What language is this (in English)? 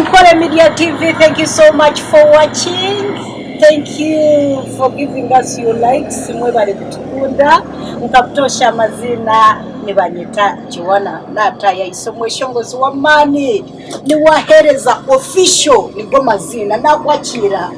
Nyankole